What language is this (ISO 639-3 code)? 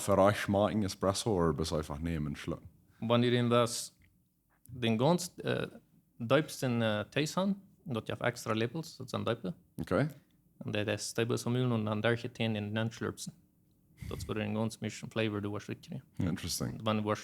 pdt